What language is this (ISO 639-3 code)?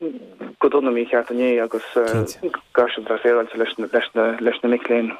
gle